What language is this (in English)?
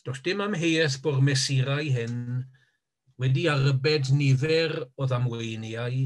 Welsh